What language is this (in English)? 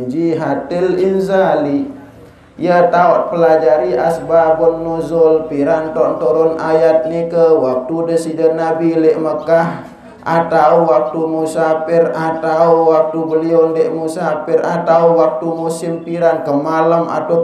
Sasak